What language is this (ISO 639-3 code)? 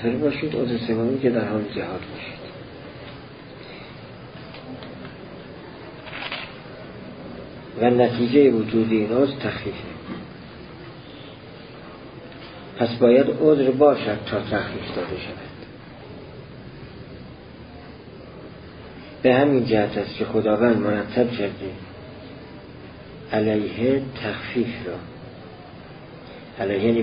fas